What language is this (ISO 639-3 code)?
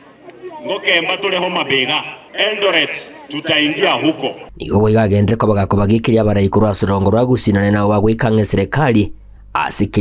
guz